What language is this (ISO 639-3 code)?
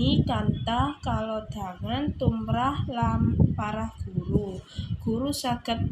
jav